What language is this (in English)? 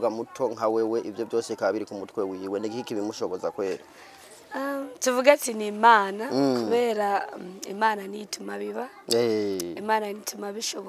Rundi